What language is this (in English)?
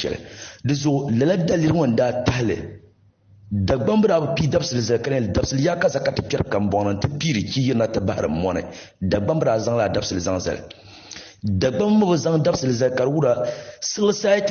Dagbani